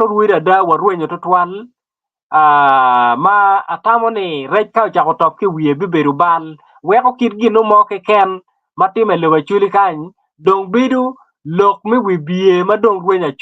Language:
Acoli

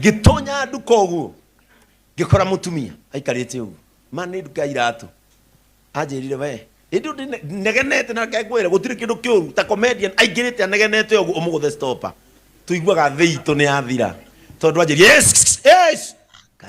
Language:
Kikuyu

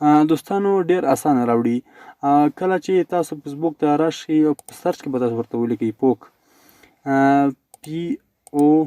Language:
Pashto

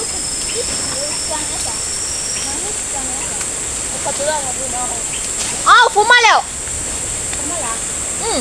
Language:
Lahu Shi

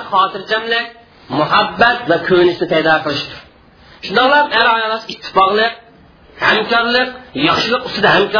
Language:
Uyghur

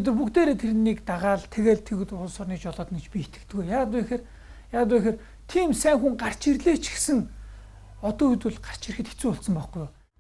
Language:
Mongolian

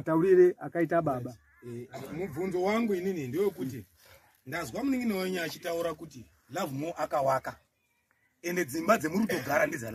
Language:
Shona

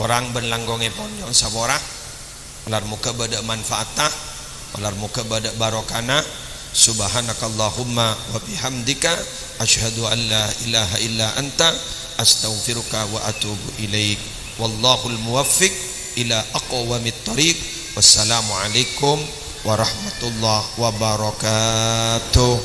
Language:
Madurese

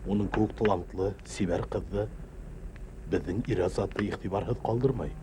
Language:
Bashkir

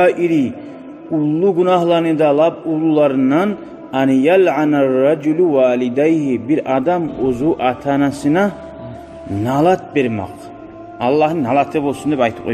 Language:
Kumyk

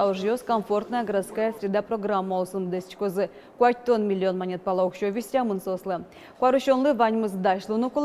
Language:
Udmurt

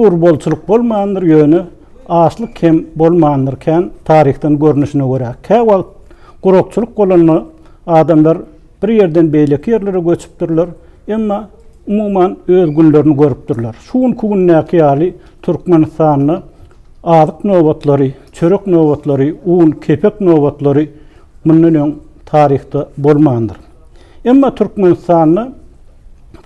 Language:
Turkmen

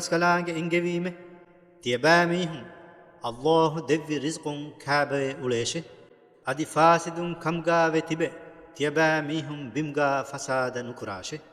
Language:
Divehi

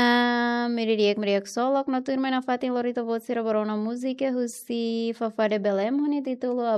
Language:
Tetum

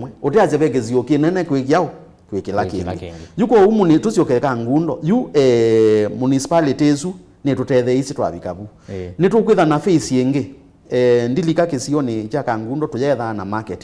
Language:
Kamba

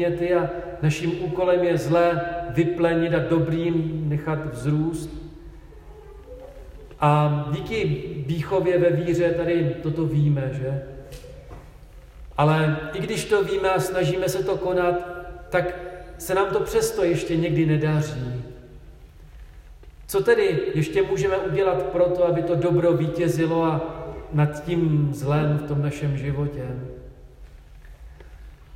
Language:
Czech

